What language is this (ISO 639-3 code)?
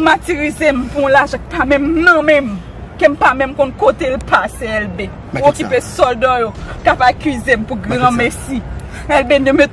hat